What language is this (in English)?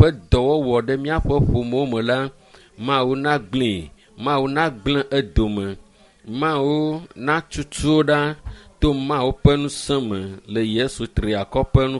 Ewe